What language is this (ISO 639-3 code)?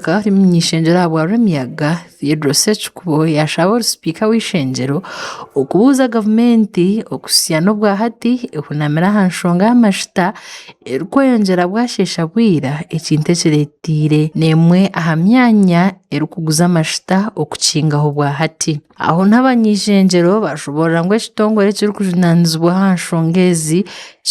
nyn